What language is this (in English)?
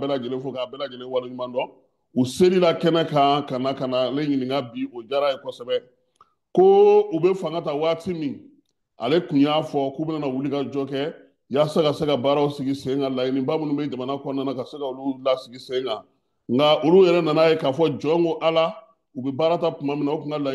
Bambara